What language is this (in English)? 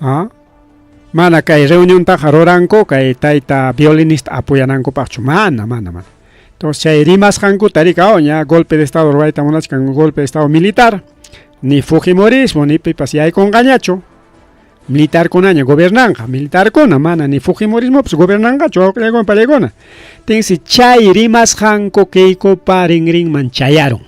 Ayacucho Quechua